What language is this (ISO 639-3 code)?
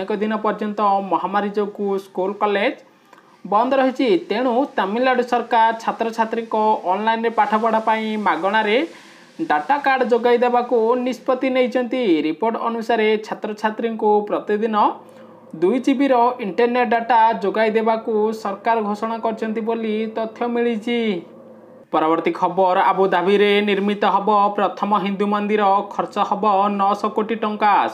ori